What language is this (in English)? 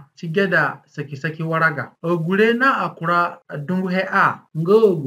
Zande (individual language)